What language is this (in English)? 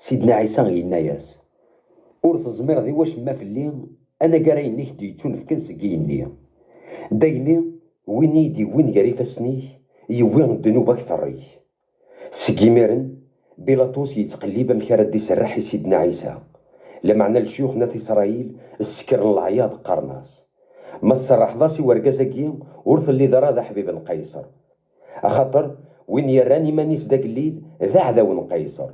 Kabyle